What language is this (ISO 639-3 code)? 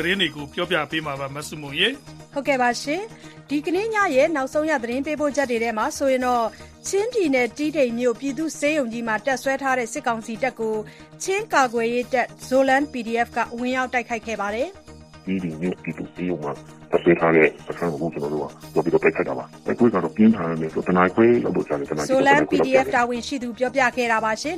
mya